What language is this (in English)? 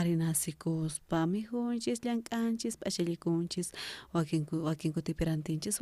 South Bolivian Quechua